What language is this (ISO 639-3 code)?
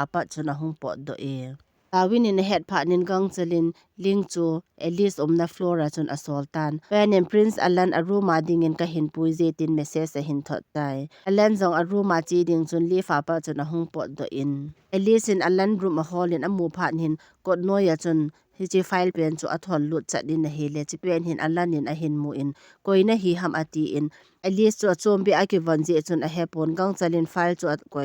tcz